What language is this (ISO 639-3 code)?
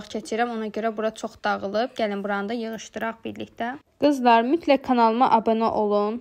aze